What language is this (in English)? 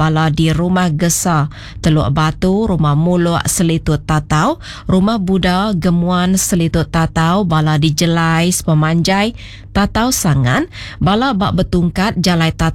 Iban